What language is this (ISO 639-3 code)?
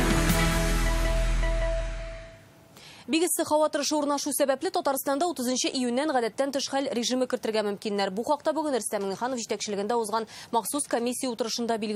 tat